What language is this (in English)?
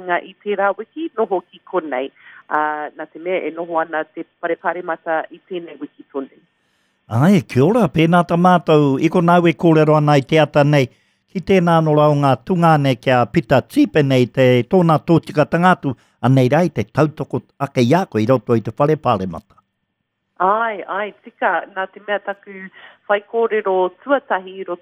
Māori